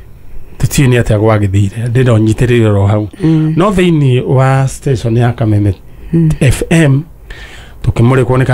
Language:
Kikuyu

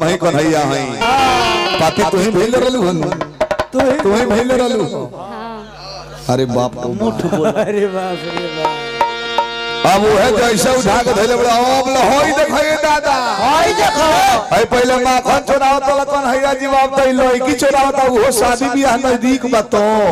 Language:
Bhojpuri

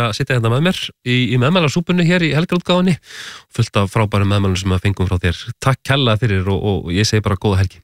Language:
Icelandic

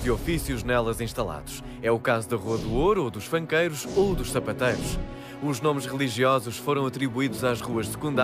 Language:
Portuguese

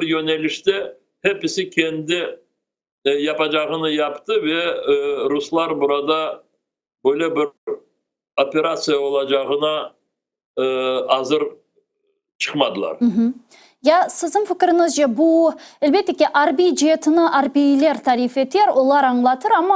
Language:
Crimean Tatar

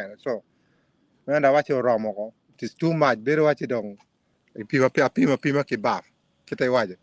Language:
Acoli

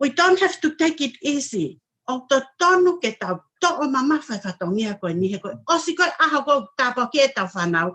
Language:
Tongan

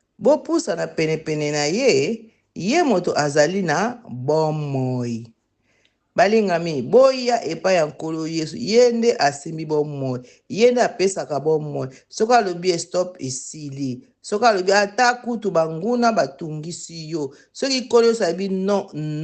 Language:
Lingala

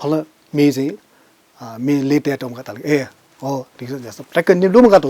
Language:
Newari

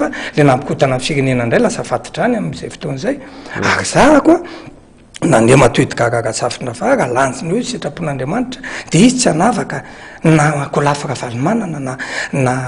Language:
Malagasy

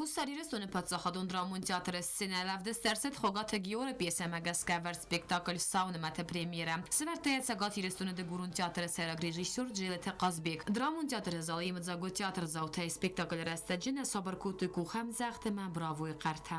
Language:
Ossetic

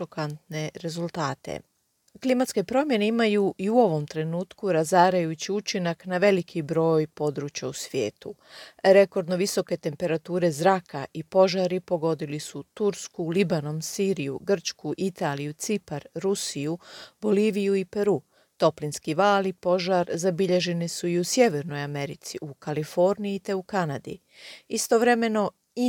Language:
Croatian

